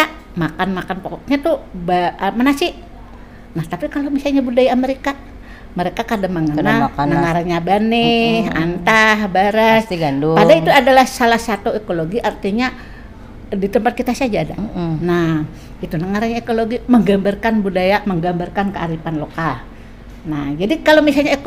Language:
Banjar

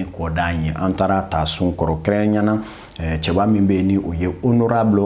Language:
Bambara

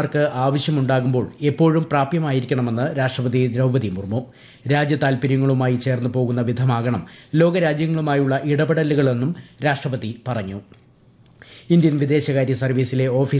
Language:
Malayalam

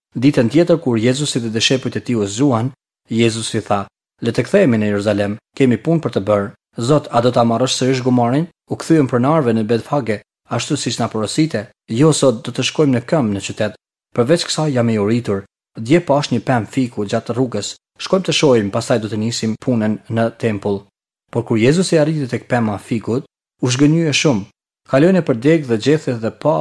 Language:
Albanian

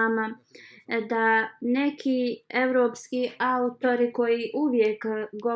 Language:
Bosnian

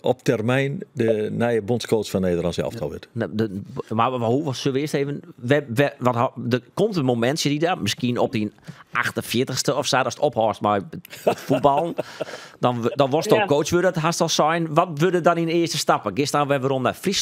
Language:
Western Frisian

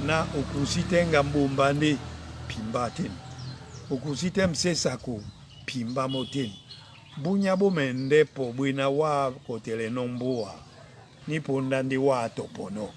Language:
Duala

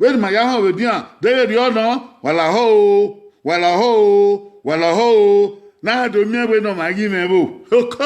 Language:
Bini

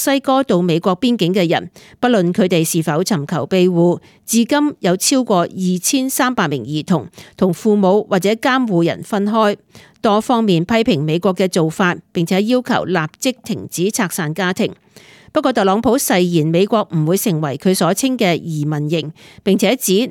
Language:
Cantonese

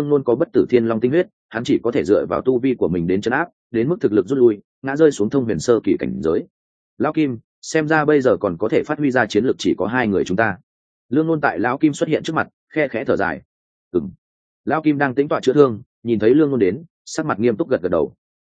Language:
Vietnamese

